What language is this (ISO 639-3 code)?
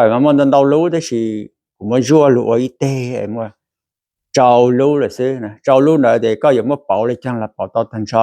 hmn